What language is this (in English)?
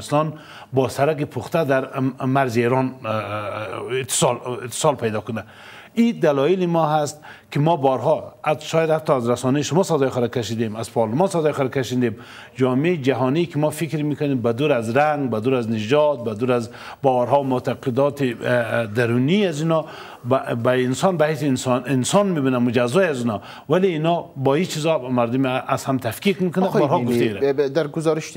Persian